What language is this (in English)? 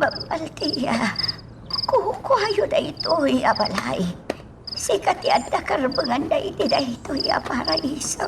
Iloko